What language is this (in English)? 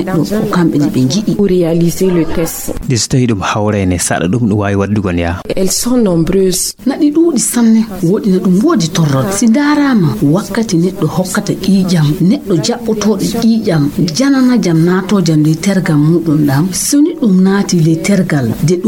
Nigerian Fulfulde